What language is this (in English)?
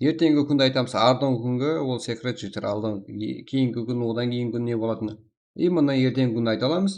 Kara-Kalpak